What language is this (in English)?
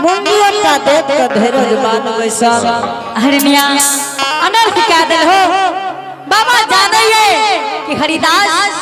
Angika